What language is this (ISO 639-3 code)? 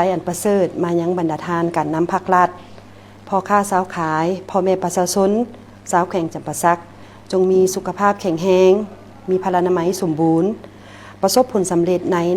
lao